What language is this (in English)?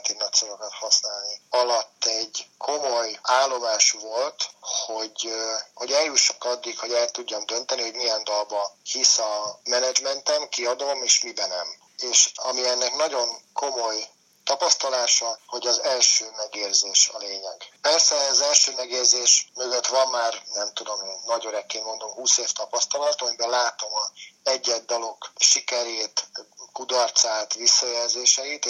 Hungarian